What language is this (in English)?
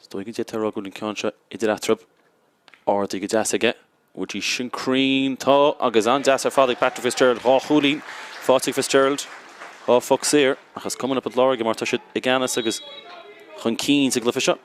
Irish